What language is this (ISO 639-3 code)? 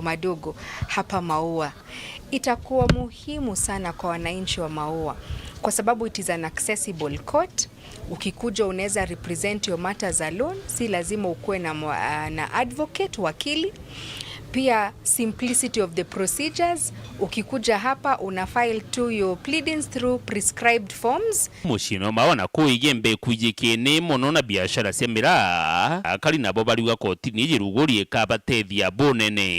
mer